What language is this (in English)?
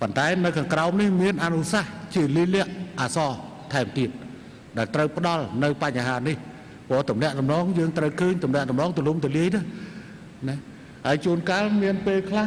Khmer